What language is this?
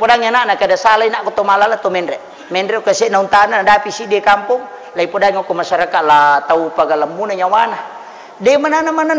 Buginese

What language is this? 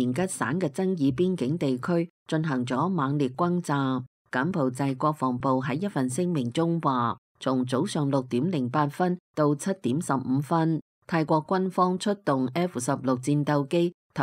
Cantonese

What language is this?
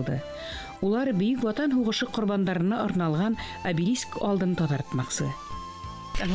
Bashkir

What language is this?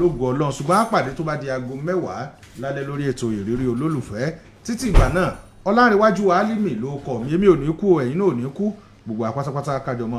Yoruba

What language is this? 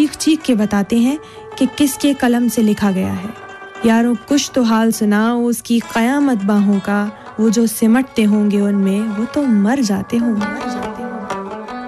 Hindi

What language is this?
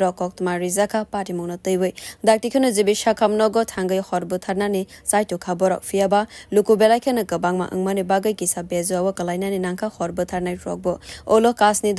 Kok Borok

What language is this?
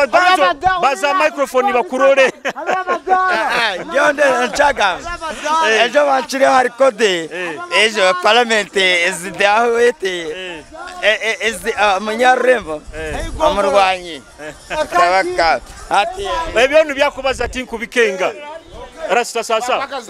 Nyoro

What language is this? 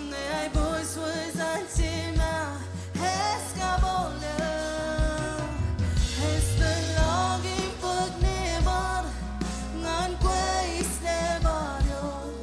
Marshallese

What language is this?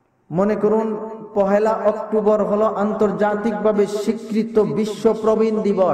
Bangla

